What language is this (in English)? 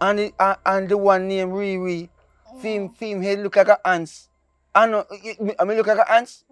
Jamaican Creole English